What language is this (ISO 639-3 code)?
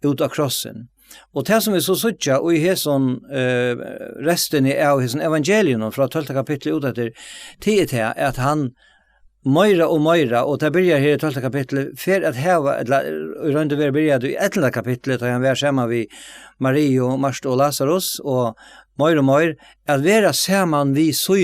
fao